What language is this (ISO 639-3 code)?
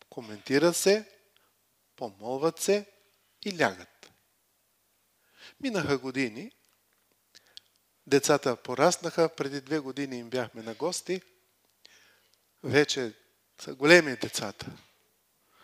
bul